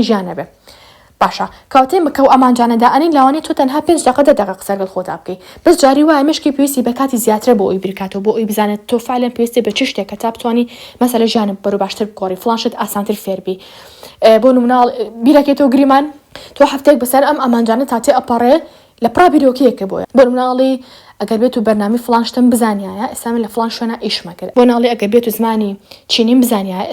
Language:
Central Kurdish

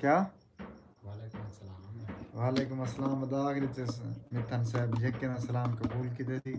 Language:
Saraiki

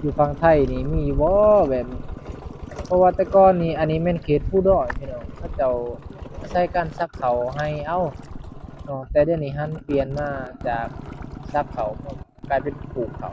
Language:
Northeastern Thai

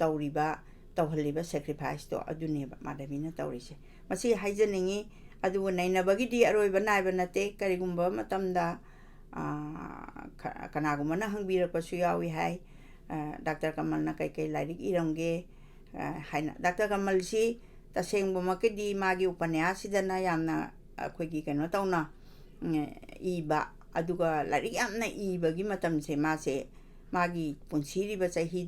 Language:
Manipuri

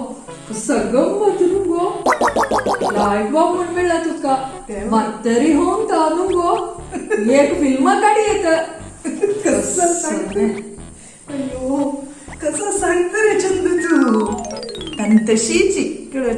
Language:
Konkani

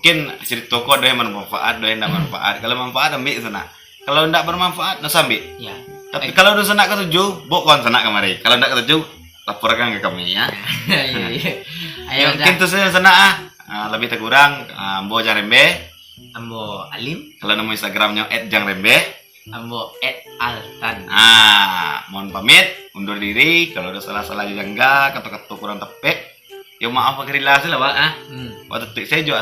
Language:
Minangkabau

